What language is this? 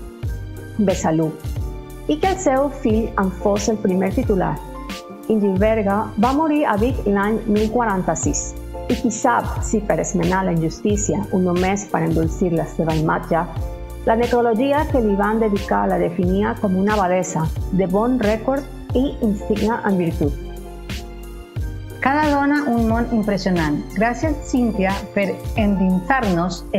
Catalan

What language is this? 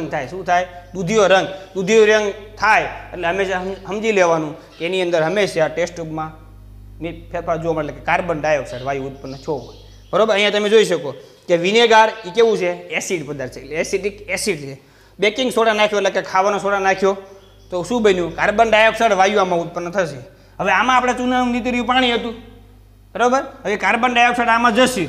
Gujarati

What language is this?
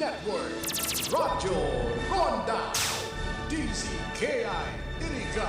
Bikol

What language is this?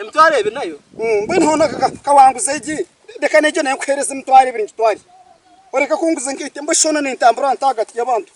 Nyankole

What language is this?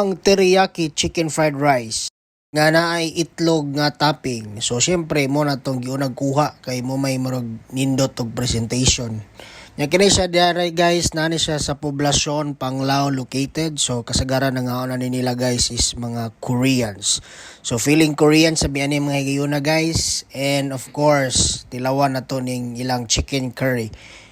Cebuano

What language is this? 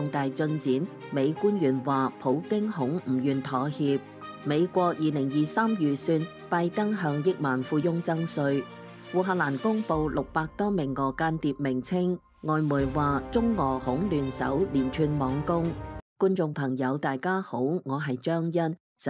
Cantonese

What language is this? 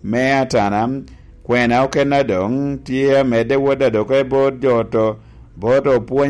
Lango (Uganda)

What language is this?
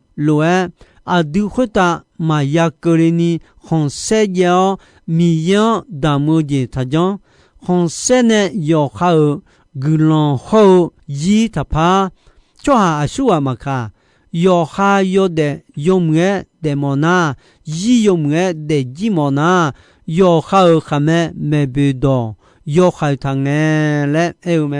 Akha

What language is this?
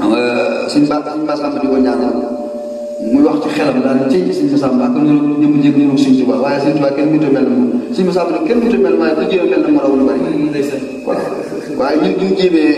Wolof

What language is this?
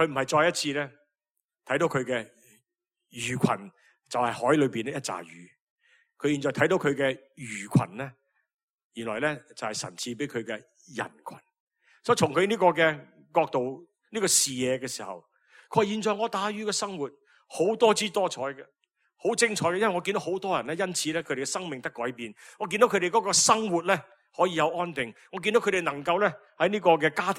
Cantonese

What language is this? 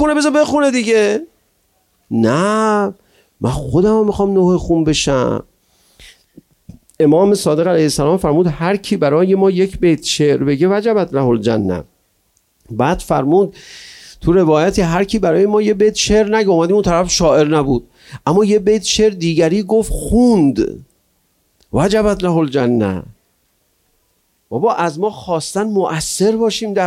Persian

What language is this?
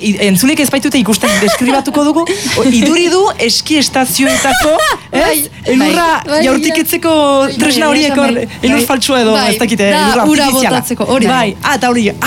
Basque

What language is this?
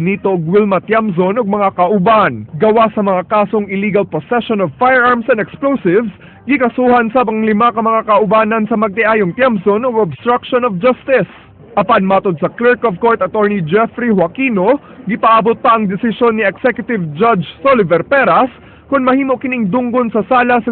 Cebuano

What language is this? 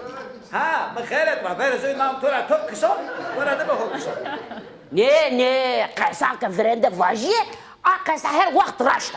Zaza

